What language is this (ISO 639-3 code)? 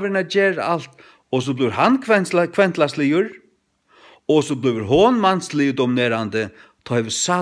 fao